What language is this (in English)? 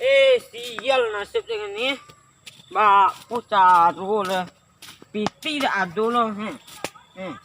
Minangkabau